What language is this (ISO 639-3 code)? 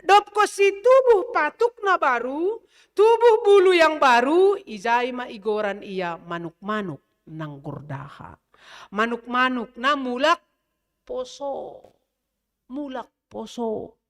bts